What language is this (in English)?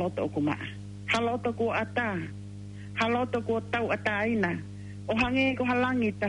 Tongan